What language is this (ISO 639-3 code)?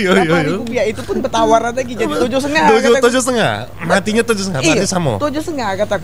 mui